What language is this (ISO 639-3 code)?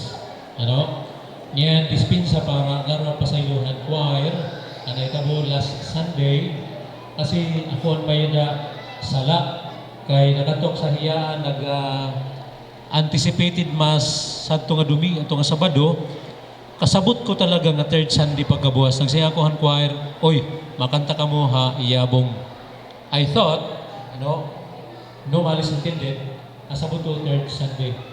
war